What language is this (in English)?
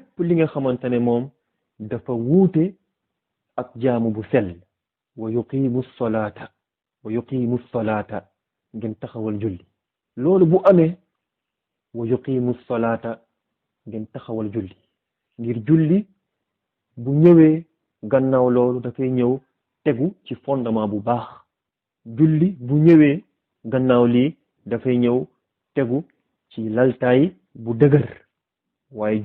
Wolof